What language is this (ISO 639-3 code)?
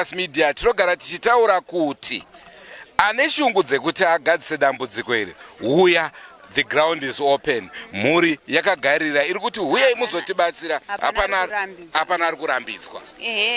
sna